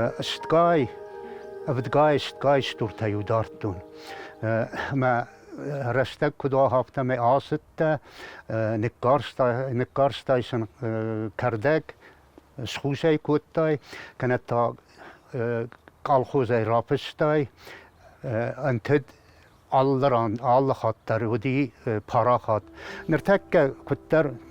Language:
Ossetic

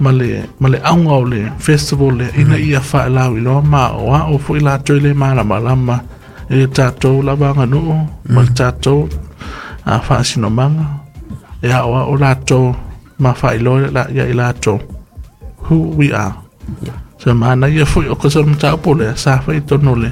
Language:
Samoan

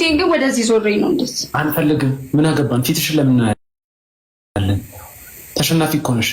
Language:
Amharic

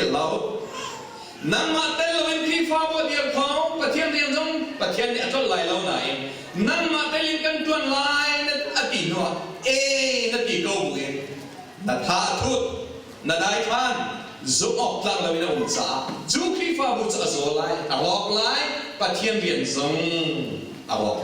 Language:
Hakha Chin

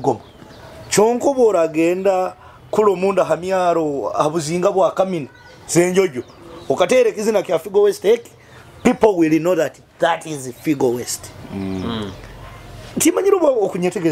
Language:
Nyoro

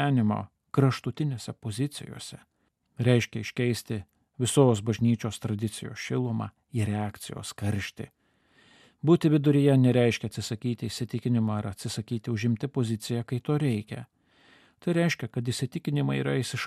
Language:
Lithuanian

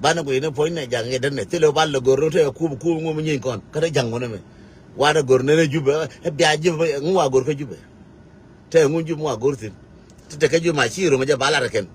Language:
Nuer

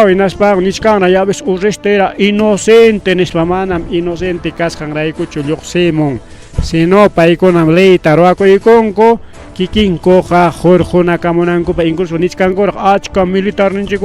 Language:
Ayacucho Quechua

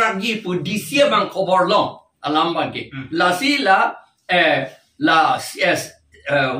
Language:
Karbi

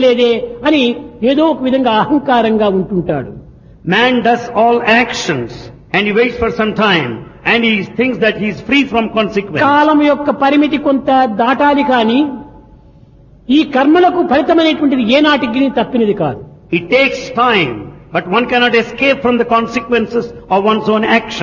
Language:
Telugu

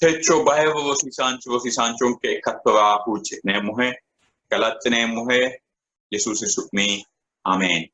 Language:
Sidamo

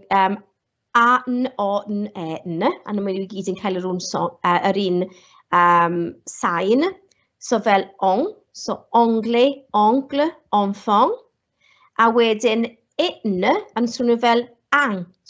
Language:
Welsh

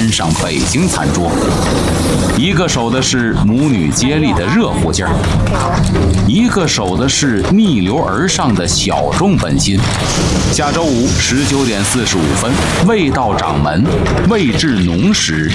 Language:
Chinese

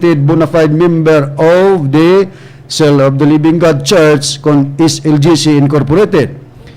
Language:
Cebuano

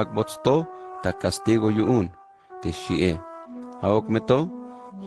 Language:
Tzeltal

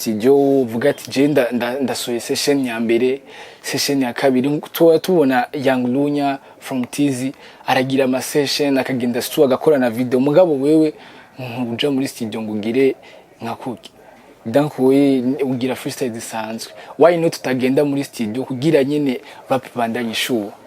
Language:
Rundi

